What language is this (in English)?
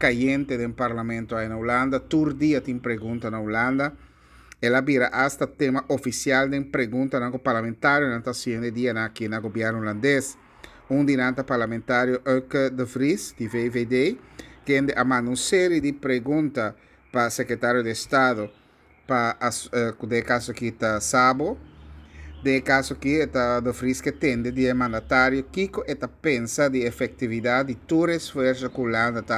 Papiamento